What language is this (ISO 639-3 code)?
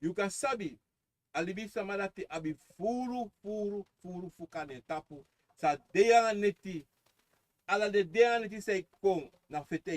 srn